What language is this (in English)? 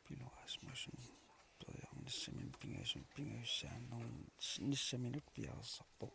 Kalaallisut